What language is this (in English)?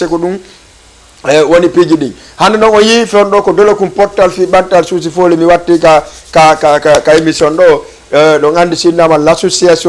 Fula